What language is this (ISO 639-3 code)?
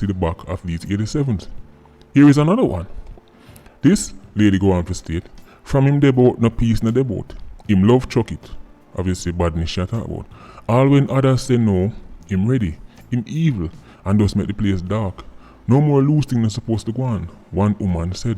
jam